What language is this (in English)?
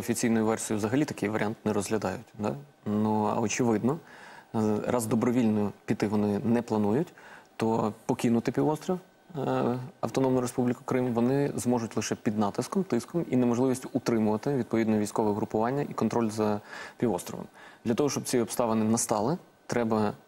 Ukrainian